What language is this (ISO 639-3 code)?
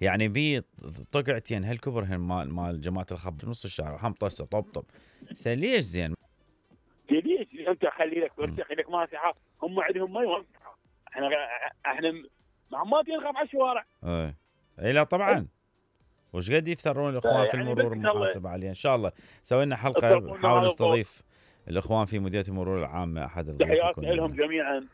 acm